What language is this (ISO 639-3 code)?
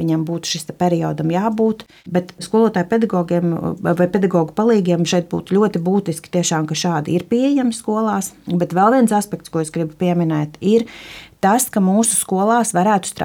lav